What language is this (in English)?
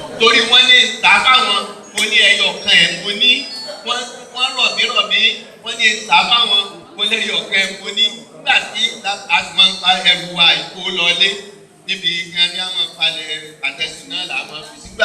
Yoruba